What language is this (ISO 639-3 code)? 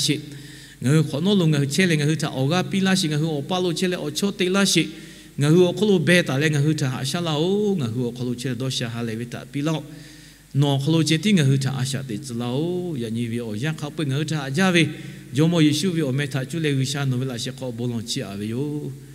lhu